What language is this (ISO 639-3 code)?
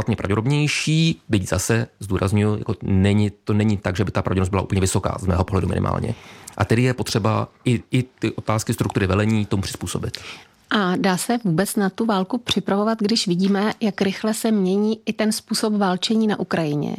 ces